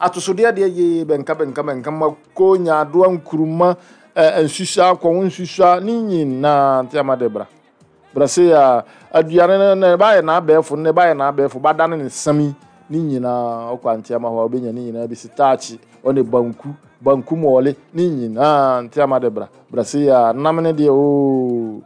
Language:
Akan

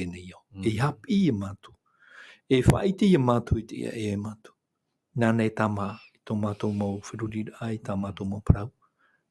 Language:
Tahitian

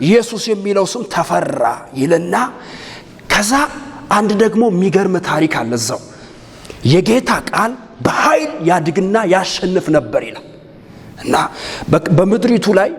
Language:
Amharic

